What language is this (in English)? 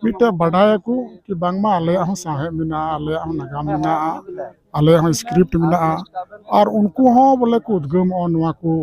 Santali